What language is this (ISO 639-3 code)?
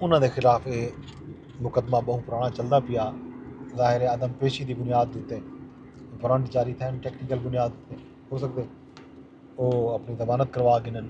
skr